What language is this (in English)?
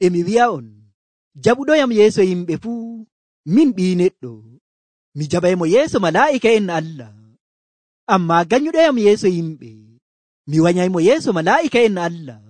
Nigerian Fulfulde